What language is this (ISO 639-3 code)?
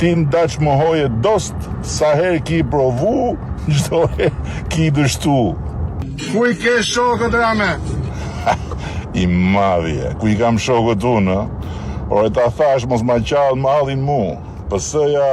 sqi